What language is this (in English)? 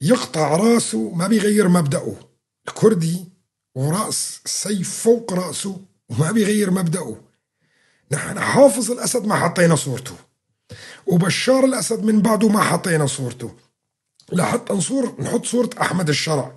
North Levantine Arabic